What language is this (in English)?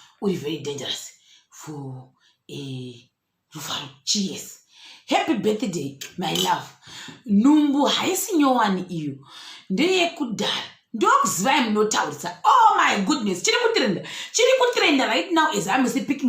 Shona